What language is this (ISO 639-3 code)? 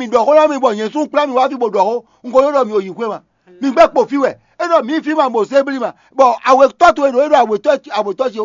fon